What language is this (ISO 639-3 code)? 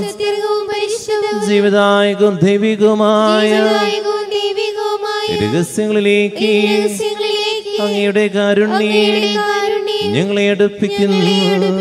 mal